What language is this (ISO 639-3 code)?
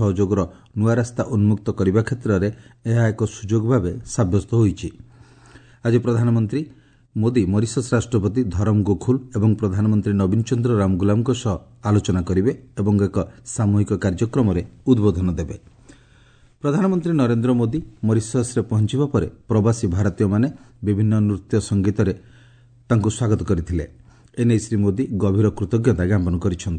ori